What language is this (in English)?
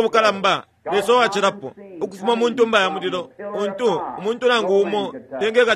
Bemba